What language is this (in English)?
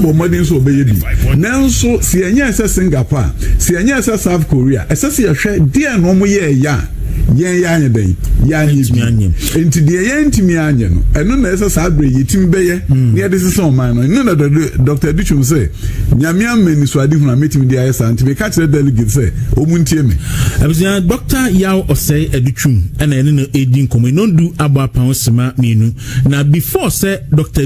Akan